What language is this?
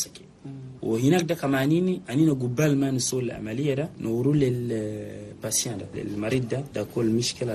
Chadian Arabic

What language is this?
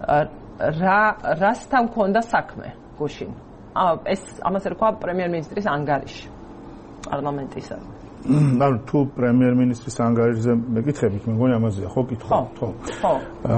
Georgian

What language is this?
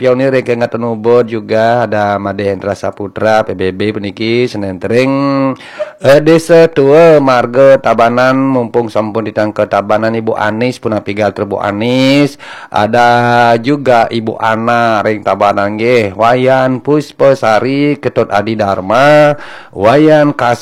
Balinese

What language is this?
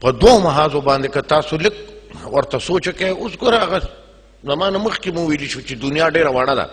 Pashto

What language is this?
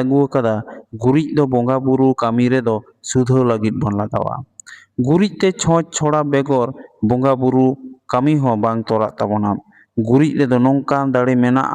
Santali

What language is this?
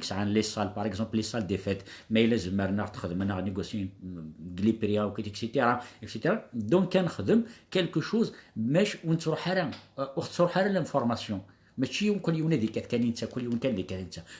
Kabyle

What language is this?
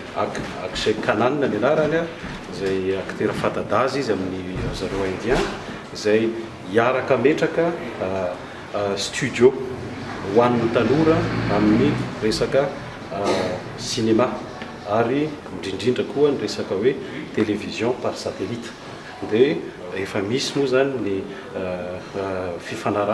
Malagasy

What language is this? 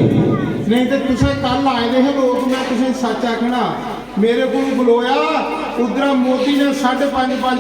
Dogri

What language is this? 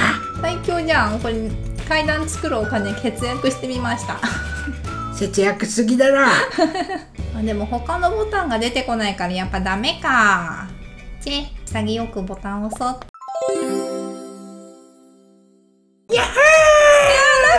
Japanese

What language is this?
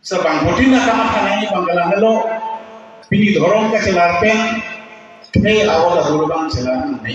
Karbi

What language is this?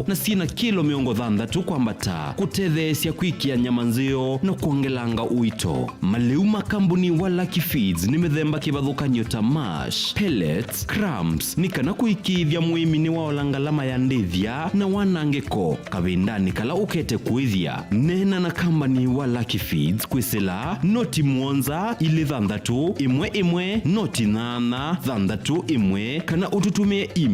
Kamba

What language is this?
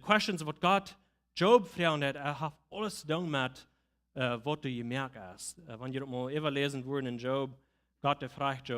Plautdietsch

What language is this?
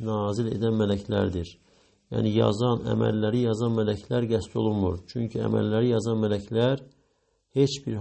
Azerbaijani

